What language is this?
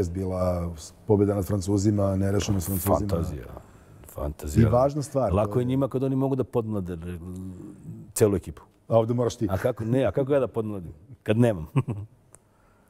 Serbian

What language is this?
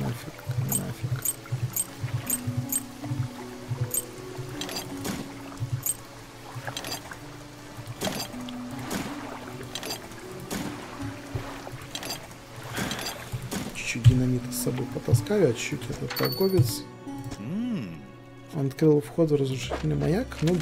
Russian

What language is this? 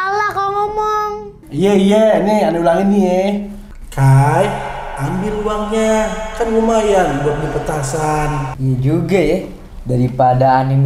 Betawi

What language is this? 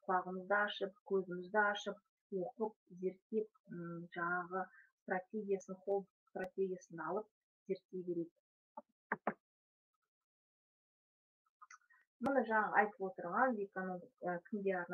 Kazakh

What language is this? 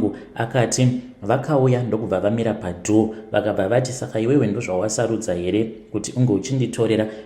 Shona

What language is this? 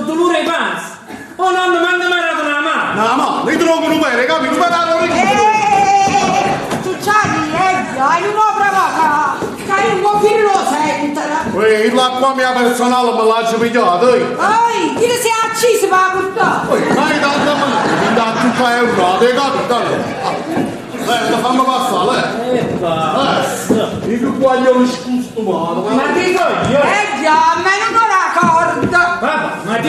Neapolitan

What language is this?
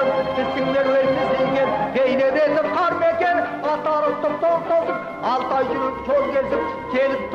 Kazakh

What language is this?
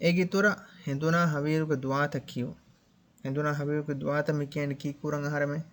Divehi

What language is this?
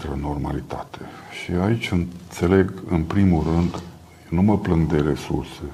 Romanian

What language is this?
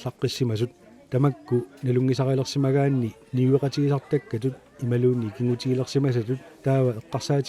Kalaallisut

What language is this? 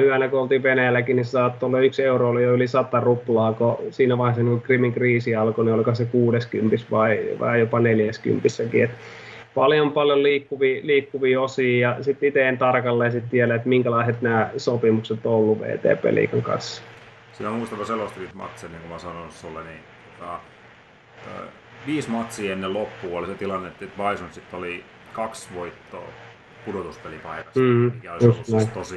Finnish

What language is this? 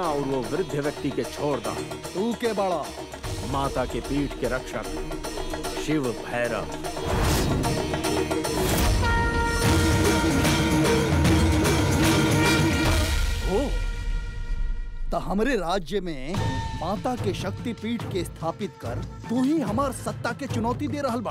Bhojpuri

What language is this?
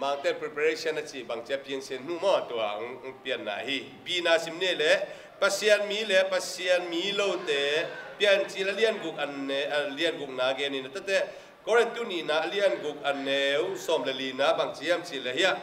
Tedim Chin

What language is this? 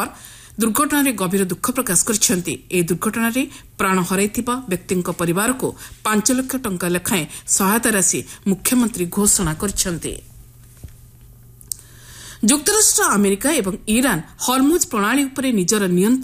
Odia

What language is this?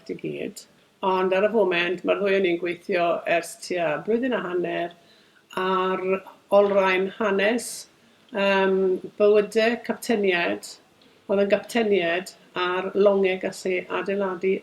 Welsh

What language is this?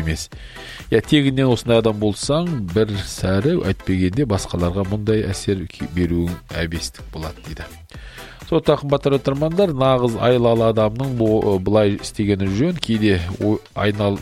Kazakh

